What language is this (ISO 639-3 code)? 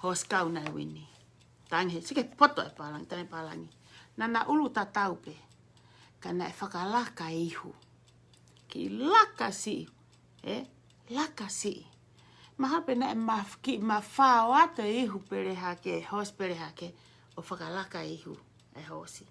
ton